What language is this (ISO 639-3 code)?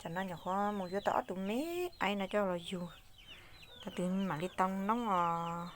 hmn